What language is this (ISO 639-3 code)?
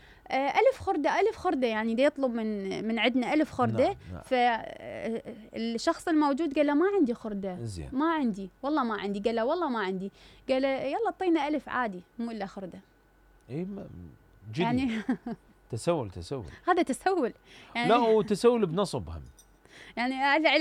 acm